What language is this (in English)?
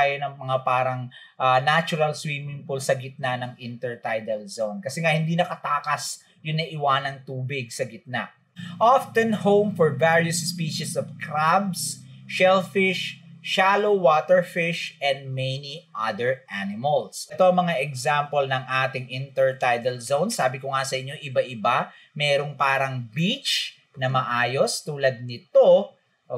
Filipino